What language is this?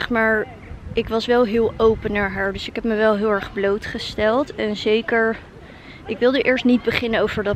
Dutch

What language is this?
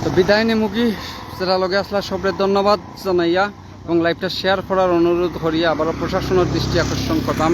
Sylheti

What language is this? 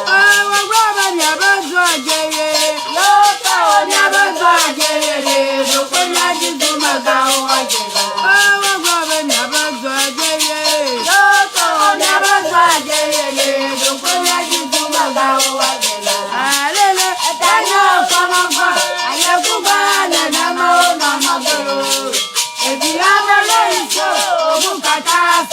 Ewe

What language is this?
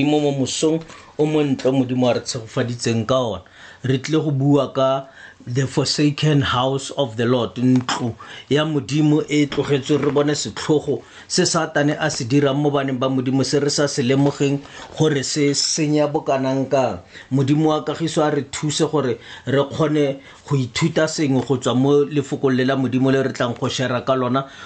Tswana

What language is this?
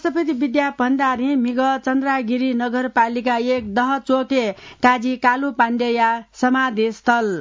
Newari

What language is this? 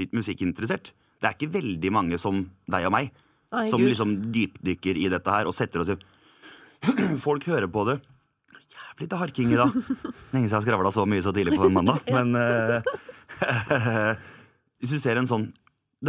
Norwegian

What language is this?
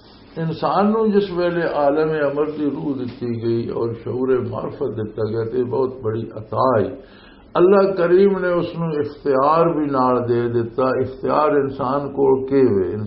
Western Panjabi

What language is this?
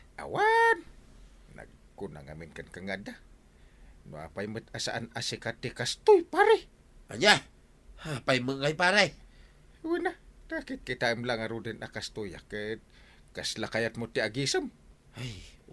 Iloko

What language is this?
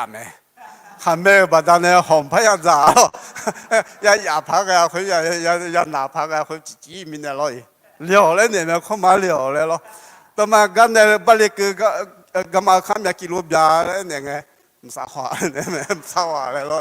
Akha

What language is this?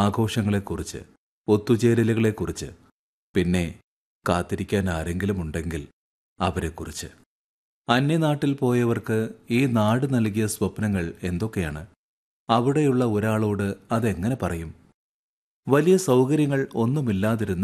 Malayalam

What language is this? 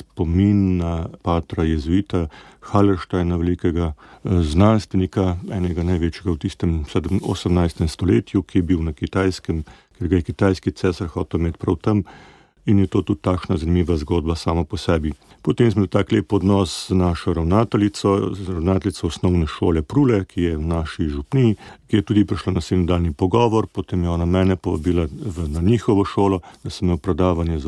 Slovenian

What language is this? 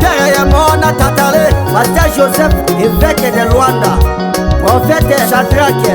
Tetela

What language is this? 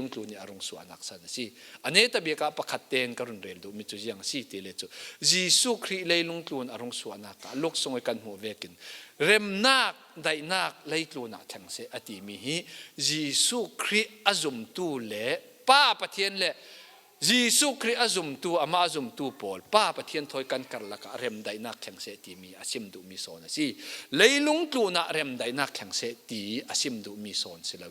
Falam Chin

